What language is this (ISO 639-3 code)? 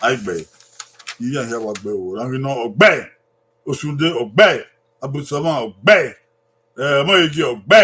bin